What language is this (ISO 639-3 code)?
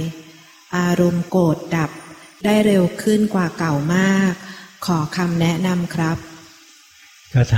tha